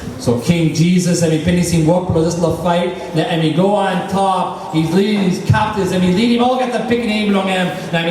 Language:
Tok Pisin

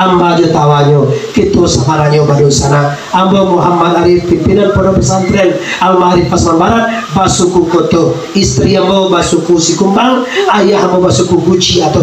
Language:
Minangkabau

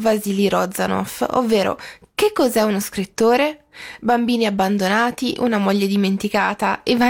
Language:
Italian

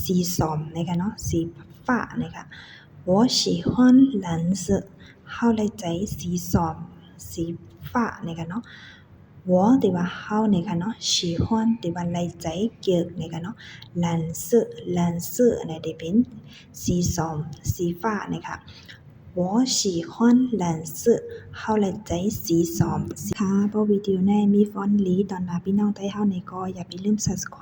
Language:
Shan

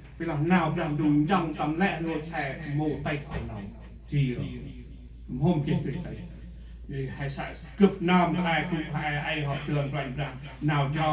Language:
Central Mnong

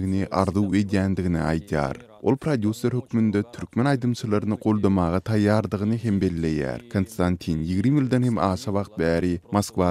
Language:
Turkmen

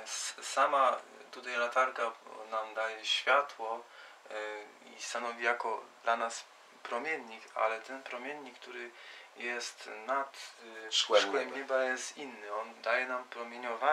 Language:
Polish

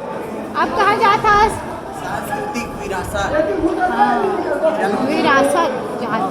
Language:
Chhattisgarhi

